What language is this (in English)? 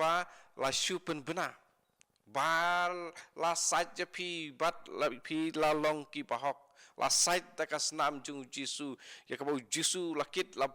Khasi